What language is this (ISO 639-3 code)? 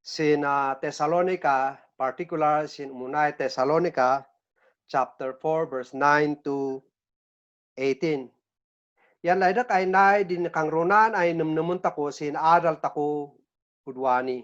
kne